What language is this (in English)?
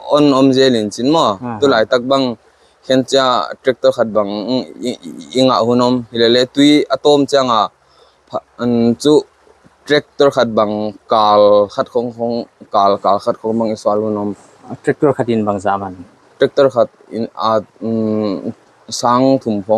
Paite Chin